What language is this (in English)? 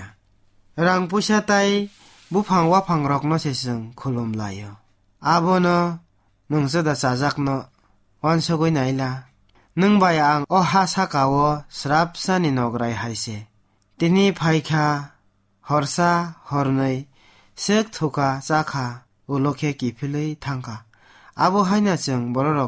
Kok Borok